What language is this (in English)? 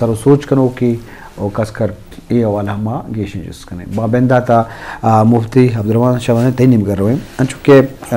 Eastern Balochi